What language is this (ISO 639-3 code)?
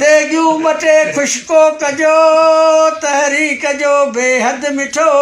snd